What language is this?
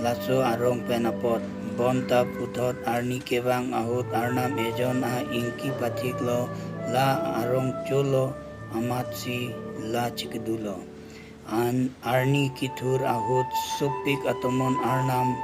Karbi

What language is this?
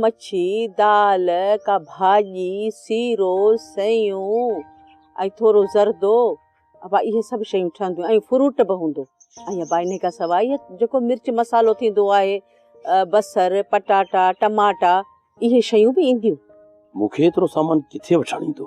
Sindhi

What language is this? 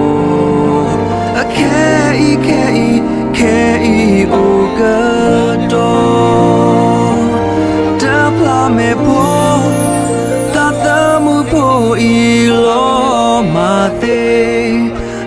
S'gaw Karen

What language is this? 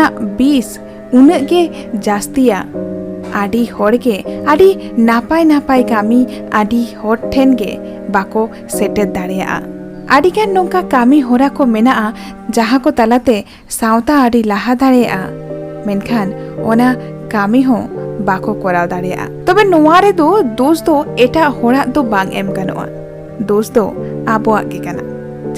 Santali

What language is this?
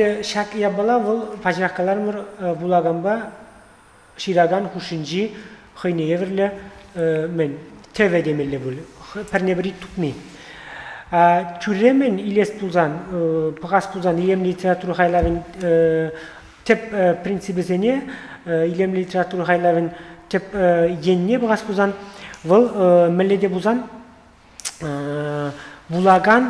Chuvash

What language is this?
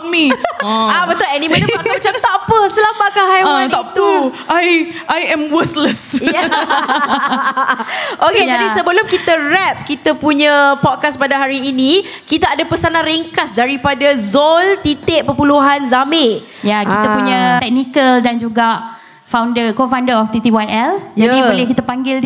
Malay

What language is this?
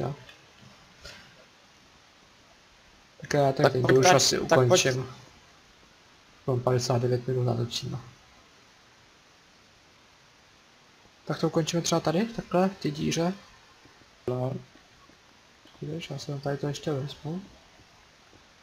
Czech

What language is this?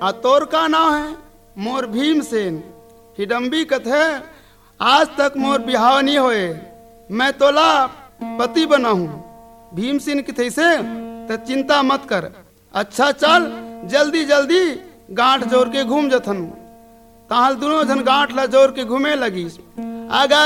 Chhattisgarhi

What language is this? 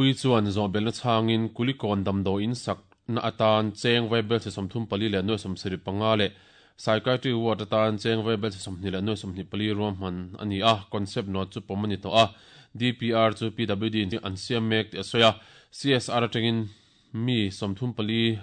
Mizo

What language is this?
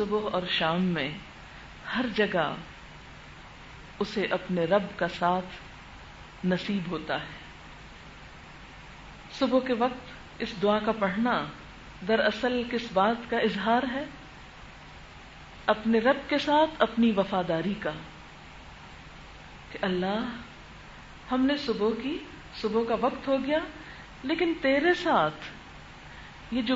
Urdu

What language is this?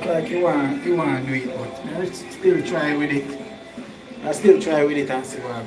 Jamaican Creole English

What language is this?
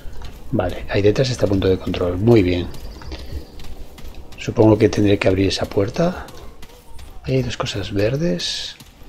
Spanish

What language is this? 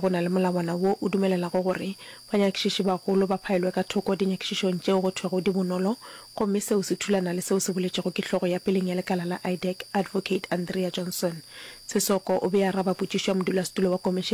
Northern Sotho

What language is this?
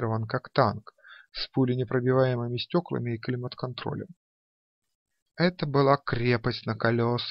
Russian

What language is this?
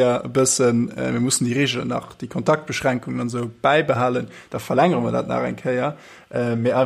Luxembourgish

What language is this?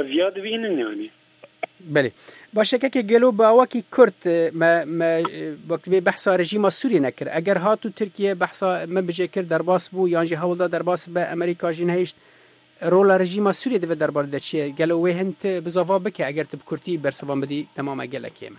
Kurdish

